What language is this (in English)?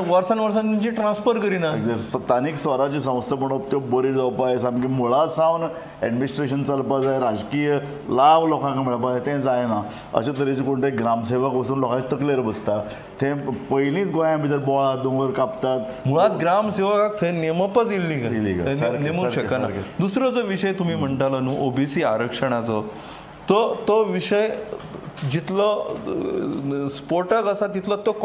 Konkani